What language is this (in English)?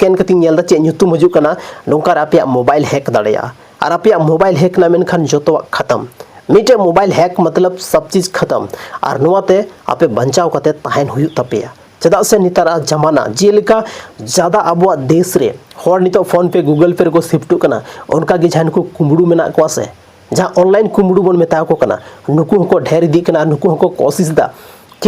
Santali